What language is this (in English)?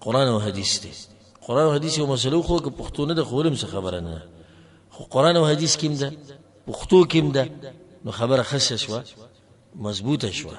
Pashto